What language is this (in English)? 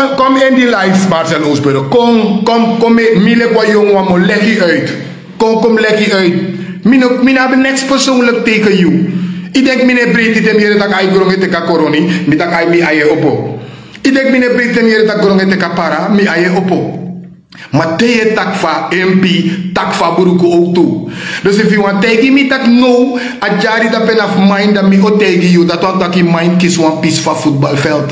Sranan Tongo